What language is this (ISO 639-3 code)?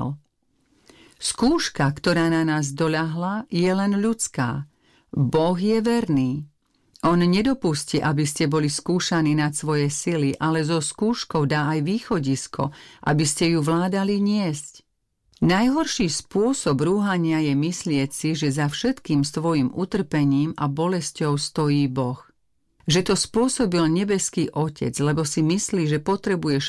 slk